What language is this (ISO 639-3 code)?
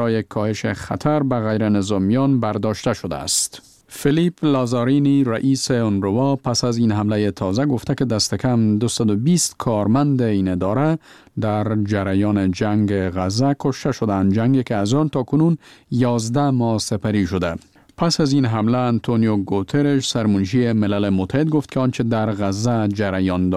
fas